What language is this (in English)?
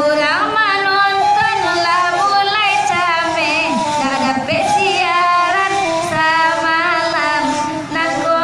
Minangkabau